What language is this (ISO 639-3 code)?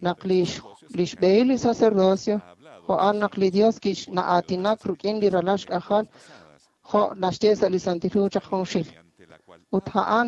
kek